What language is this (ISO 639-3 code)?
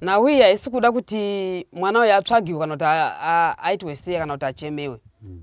sna